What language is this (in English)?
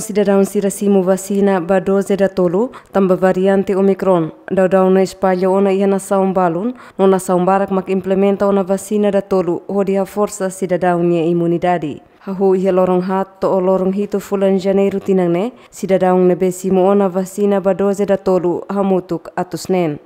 Tetum